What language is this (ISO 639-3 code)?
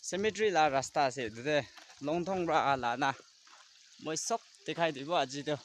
nag